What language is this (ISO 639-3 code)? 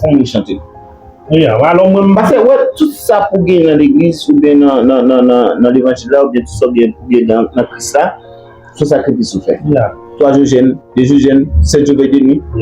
hat